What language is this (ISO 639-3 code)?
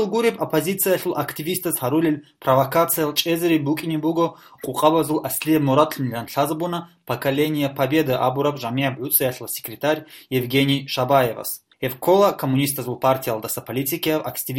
ava